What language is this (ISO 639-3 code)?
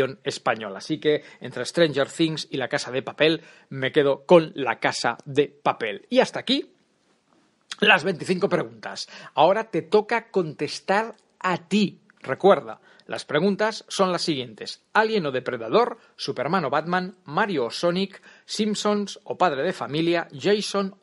spa